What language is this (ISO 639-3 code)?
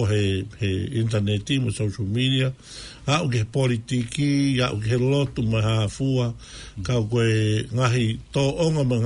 ton